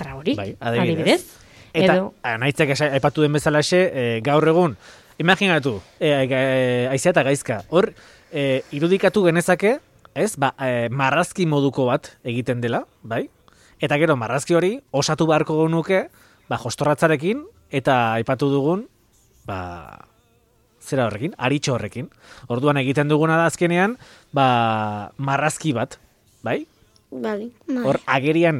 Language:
Basque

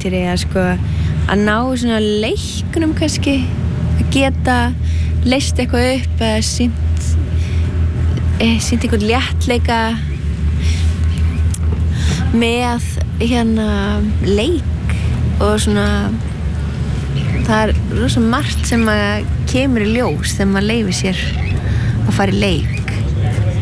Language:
Icelandic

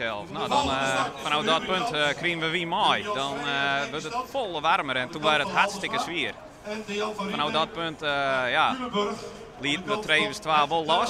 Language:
Western Frisian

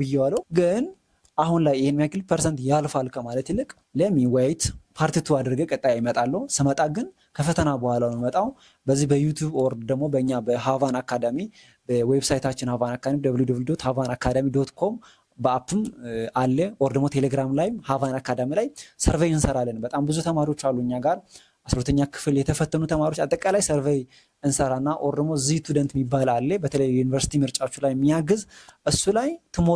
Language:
Amharic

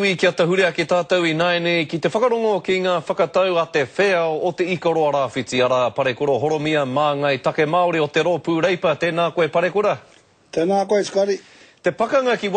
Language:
Māori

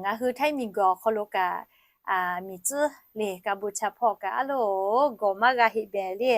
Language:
Lahu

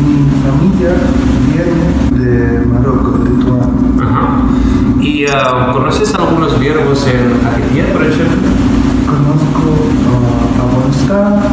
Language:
Ladino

